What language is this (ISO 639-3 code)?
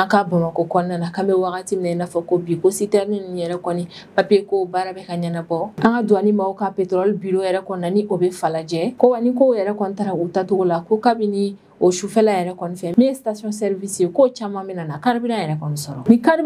bam